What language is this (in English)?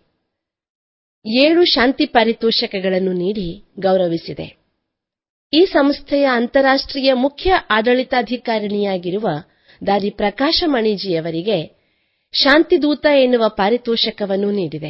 Kannada